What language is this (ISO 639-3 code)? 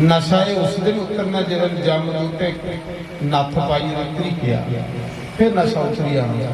doi